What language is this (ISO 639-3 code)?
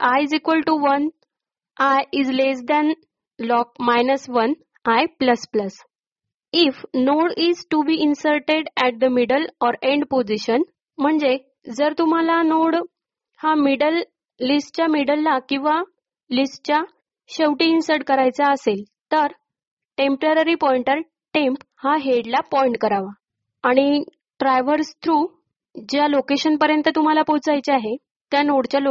mar